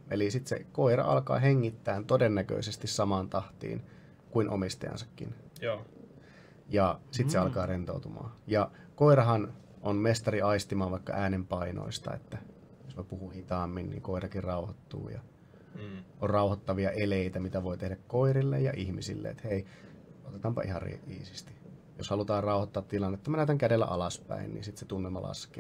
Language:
Finnish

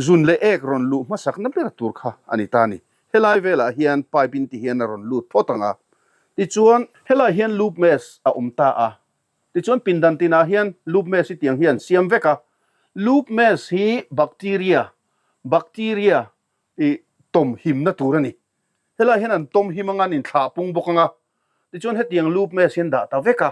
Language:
Mizo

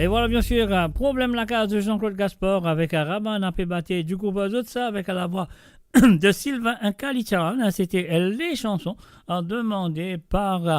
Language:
Morisyen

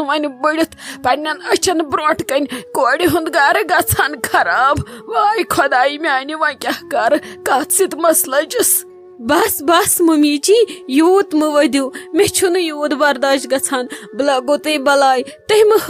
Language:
Kashmiri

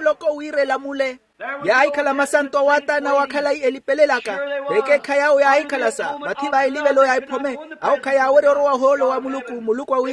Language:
Makhuwa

